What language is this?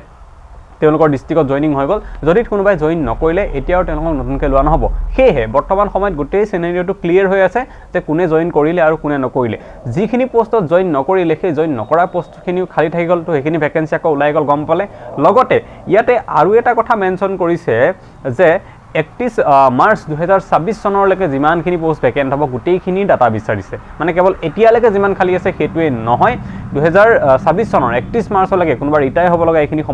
Assamese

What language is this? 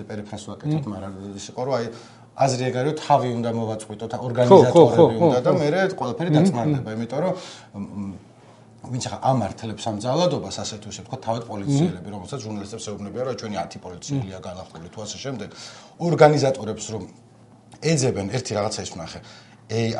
Georgian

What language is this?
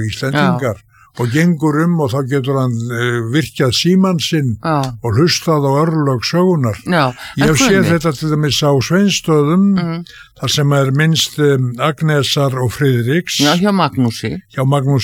Icelandic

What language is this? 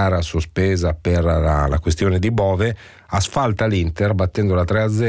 Italian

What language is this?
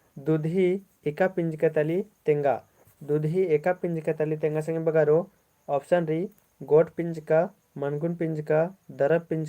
Kurukh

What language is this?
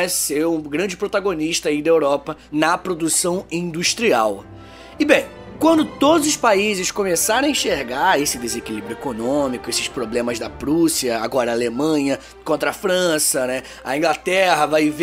Portuguese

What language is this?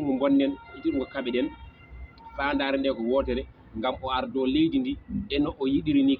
Fula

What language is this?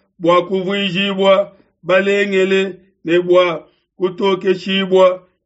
Luba-Lulua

